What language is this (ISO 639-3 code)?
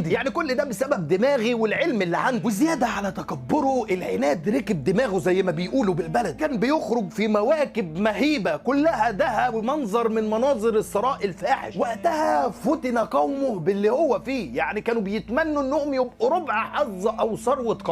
arz